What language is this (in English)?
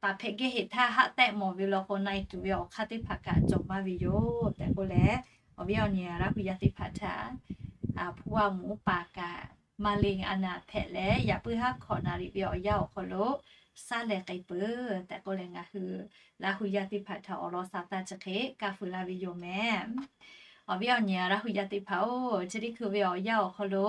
Lahu